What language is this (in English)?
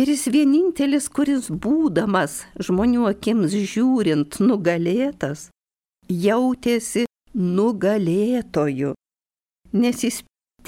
Lithuanian